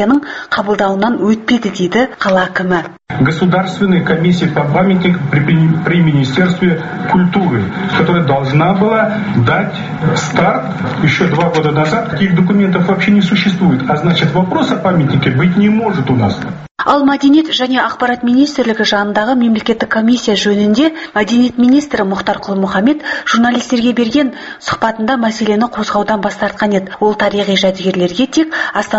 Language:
Kazakh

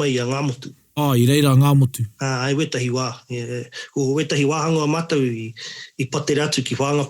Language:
Māori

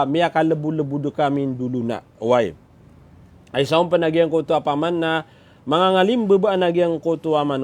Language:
Maranao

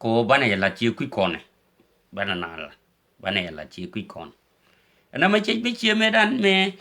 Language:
Nuer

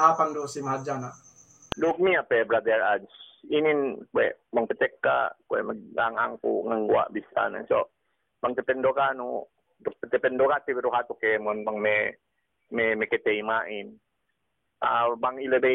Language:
Yakan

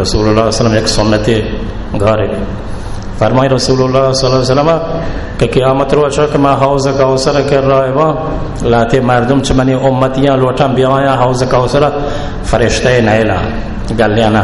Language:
Baluchi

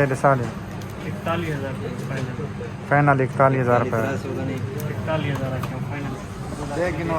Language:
Saraiki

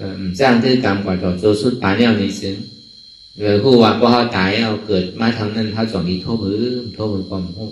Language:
Shan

